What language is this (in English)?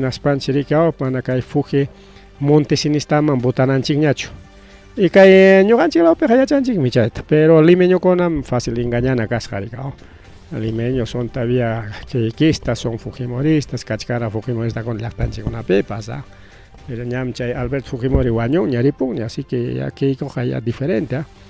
Ayacucho Quechua